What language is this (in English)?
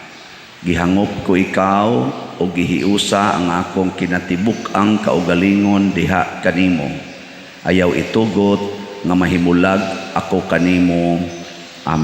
Cebuano